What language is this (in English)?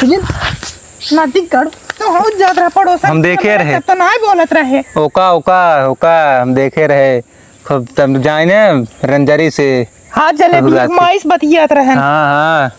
Awadhi